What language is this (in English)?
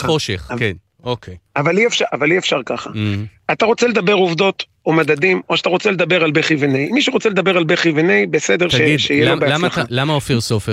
Hebrew